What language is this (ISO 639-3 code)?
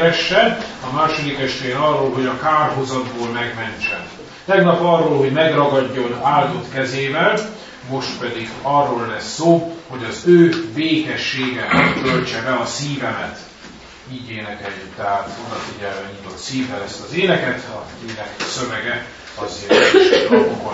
hun